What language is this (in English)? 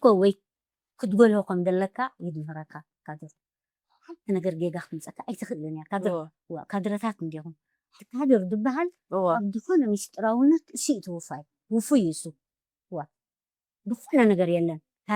Tigrinya